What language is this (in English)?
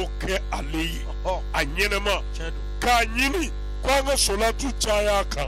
Bambara